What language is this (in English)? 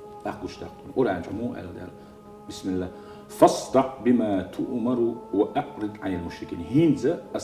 Chechen